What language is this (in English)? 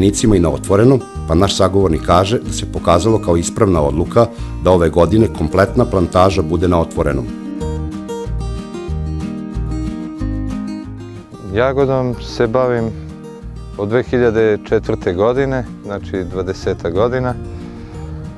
Serbian